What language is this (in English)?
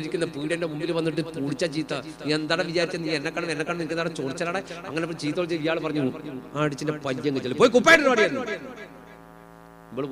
Malayalam